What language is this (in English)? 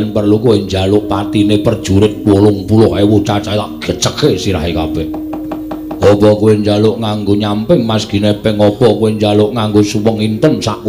Javanese